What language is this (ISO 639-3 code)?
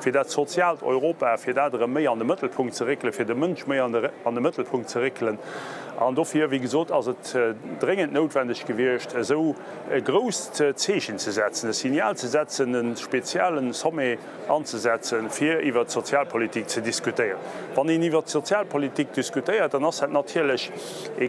ltz